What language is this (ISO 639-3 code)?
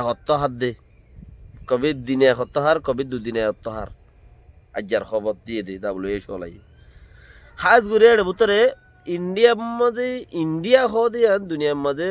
rhg